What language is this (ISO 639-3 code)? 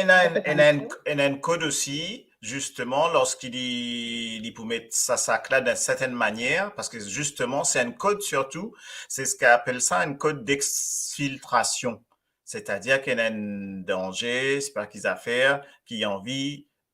mfe